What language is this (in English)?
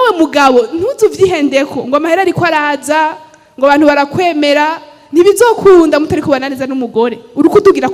Rundi